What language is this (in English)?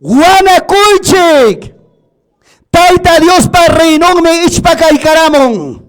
Ayacucho Quechua